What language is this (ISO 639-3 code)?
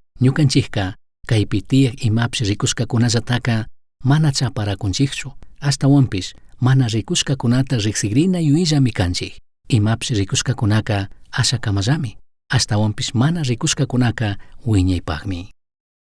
qug